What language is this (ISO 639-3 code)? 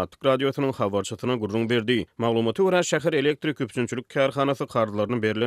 tuk